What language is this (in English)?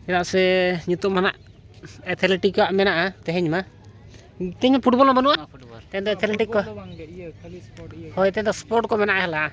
Santali